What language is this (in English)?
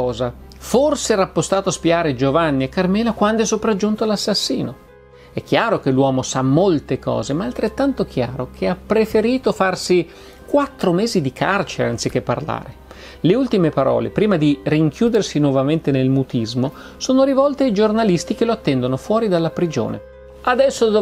Italian